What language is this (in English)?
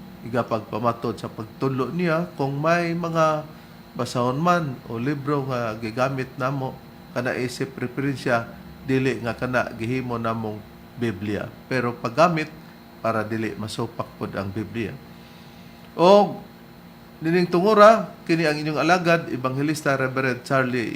Cebuano